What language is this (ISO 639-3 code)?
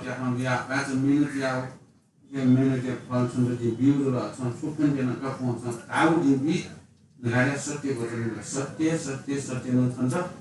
new